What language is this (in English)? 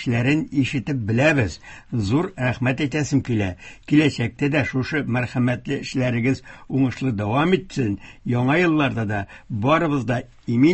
Tatar